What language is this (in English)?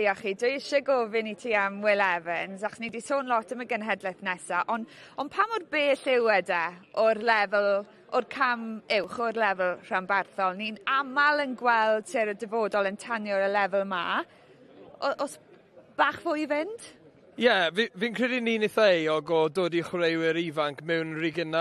Welsh